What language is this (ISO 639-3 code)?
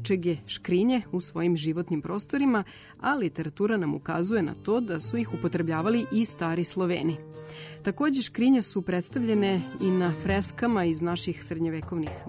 srp